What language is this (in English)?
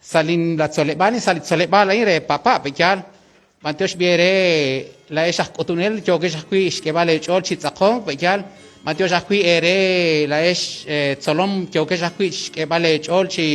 Kekchí